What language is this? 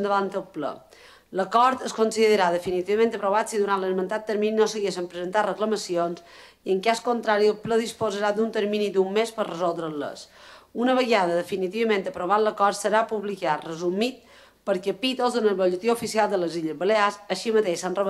Catalan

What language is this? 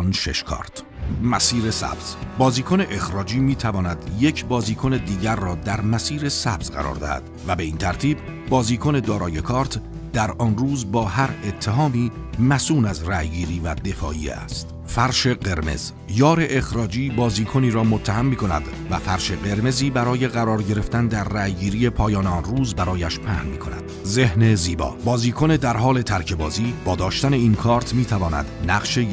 Persian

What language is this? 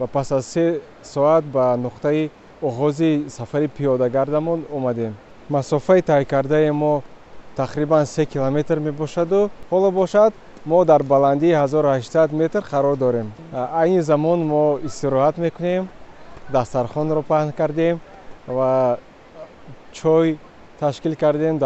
Tajik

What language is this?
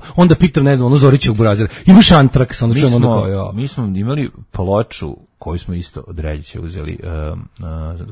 Serbian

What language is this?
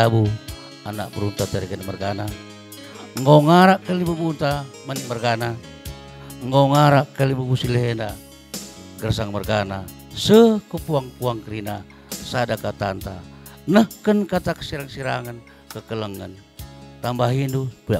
Batak Karo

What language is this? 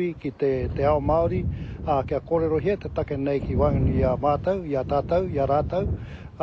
Māori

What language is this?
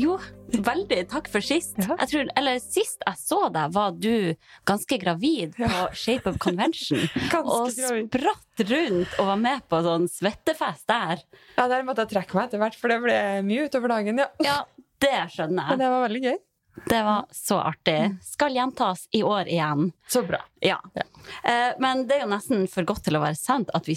Norwegian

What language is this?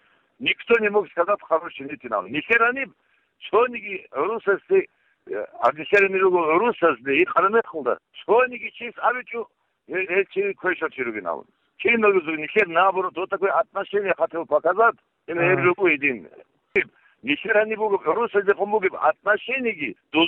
Avaric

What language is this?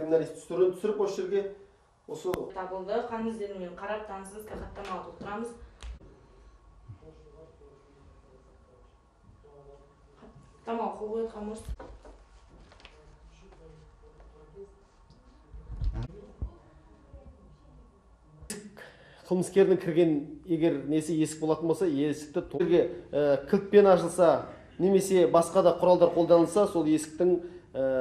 Kazakh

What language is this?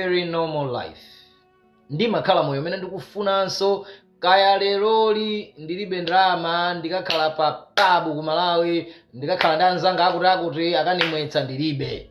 Nyanja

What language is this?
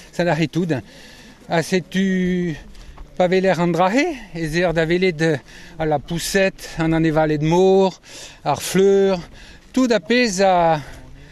Breton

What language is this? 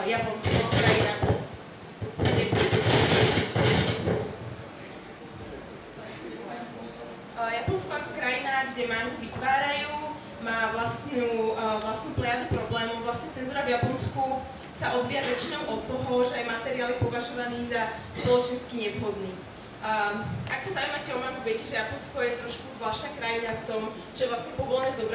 Slovak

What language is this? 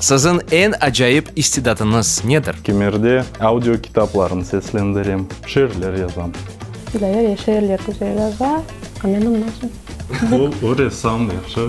Crimean Tatar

